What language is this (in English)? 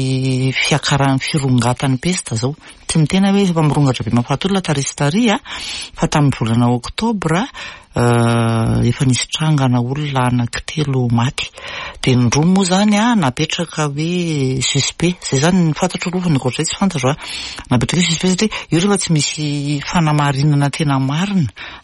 Malagasy